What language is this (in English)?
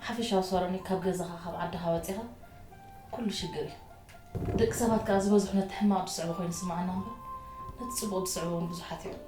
Tigrinya